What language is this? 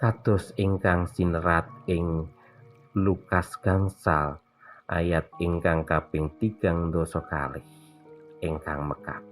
Javanese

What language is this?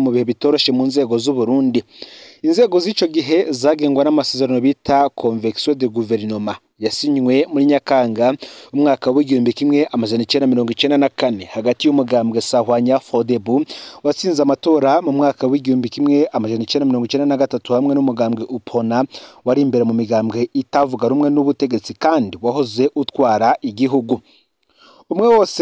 Rundi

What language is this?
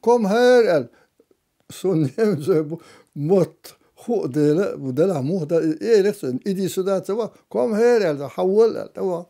Chechen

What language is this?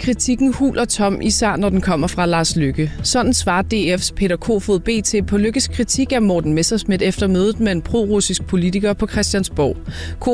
Danish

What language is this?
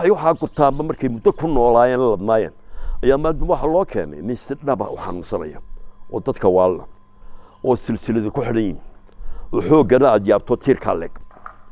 Somali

